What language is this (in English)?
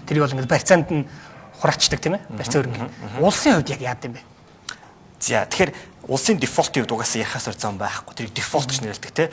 Mongolian